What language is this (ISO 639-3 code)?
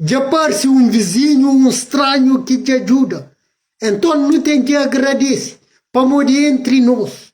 kea